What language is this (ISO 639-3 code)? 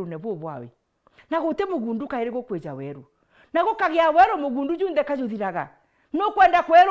mer